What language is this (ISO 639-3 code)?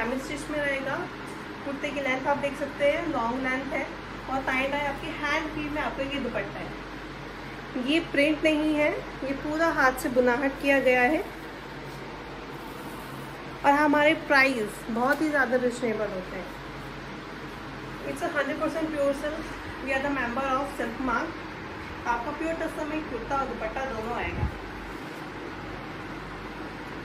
hin